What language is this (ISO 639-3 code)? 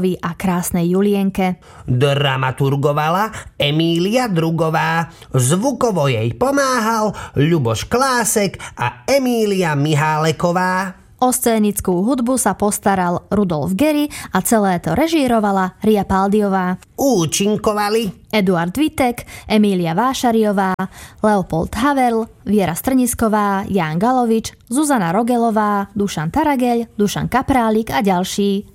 slk